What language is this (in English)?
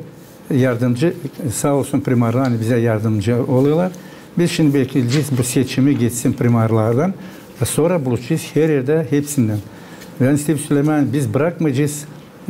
Gagauz